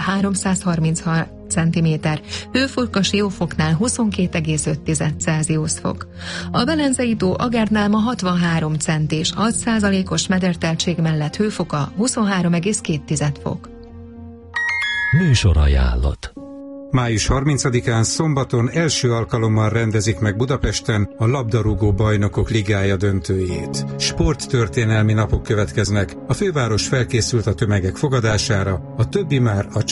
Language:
Hungarian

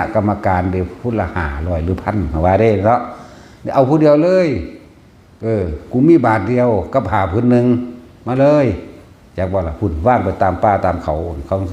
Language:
Northeastern Thai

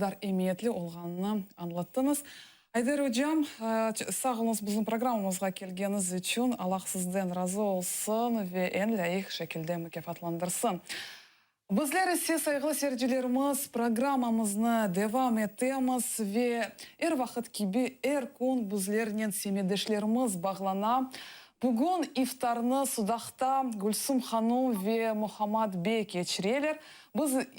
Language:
Crimean Tatar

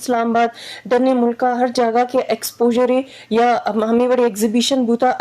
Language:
Eastern Balochi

